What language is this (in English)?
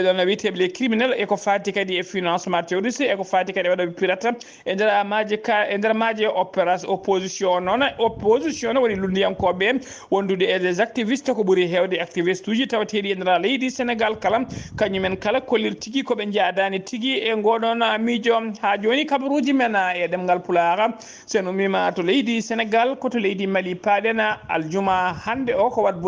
Fula